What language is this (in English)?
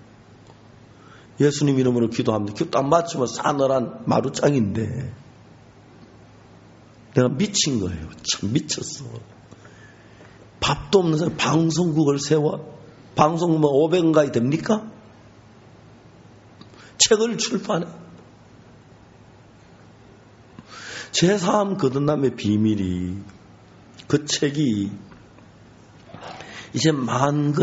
Korean